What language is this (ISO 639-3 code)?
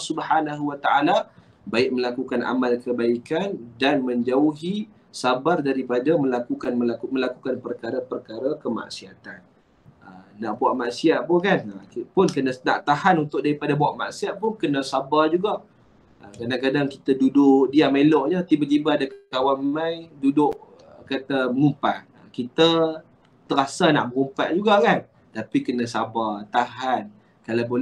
msa